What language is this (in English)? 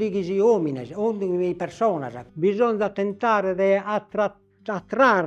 Sardinian